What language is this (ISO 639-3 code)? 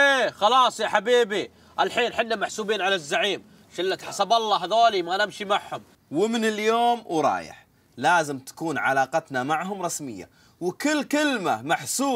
ars